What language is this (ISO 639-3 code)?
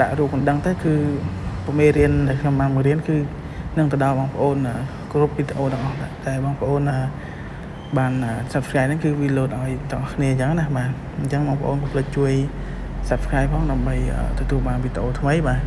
khm